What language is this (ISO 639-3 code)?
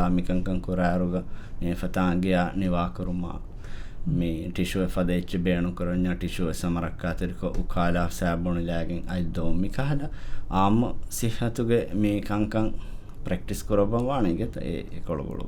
div